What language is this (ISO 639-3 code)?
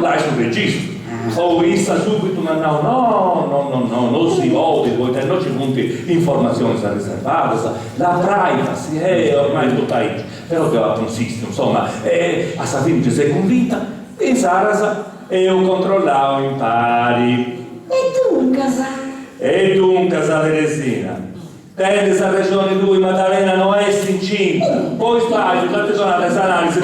srd